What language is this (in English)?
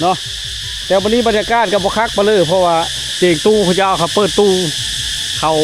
Lao